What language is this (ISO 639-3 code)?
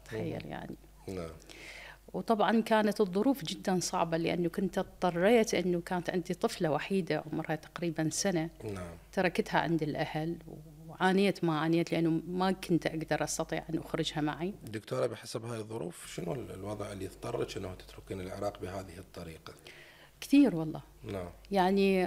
acm